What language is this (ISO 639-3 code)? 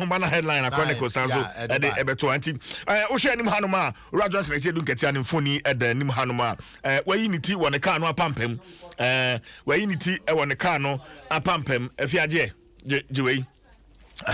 aka